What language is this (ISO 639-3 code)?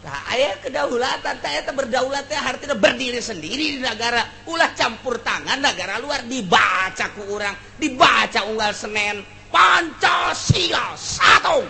sun